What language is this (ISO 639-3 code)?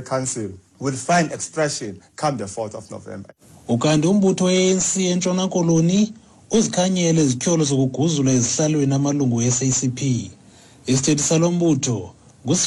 xho